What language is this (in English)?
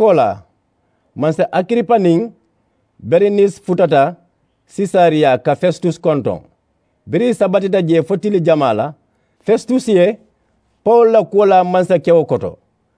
Mandingo